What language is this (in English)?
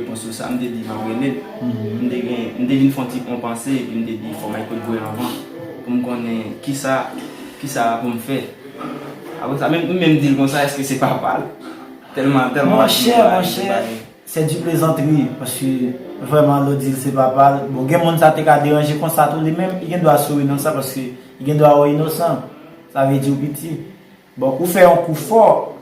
Haitian Creole